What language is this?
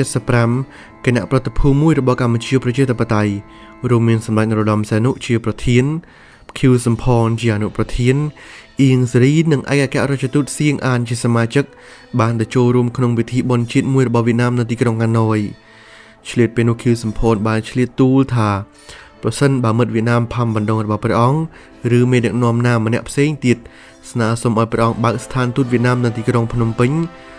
Khmer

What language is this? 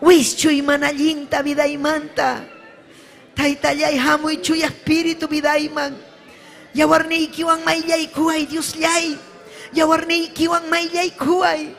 Ayacucho Quechua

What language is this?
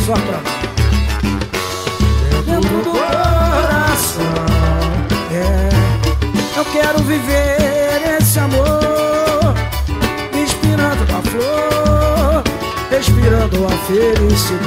Portuguese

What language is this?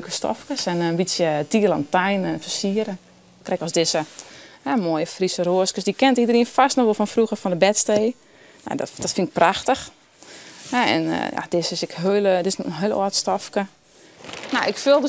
Western Frisian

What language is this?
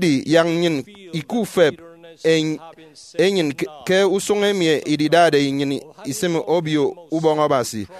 Efik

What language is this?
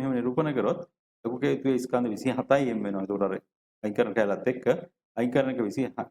Sinhala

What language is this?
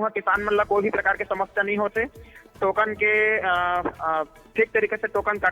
Chhattisgarhi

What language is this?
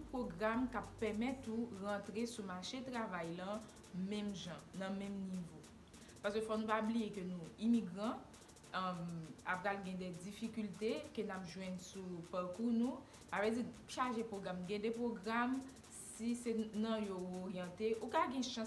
Haitian Creole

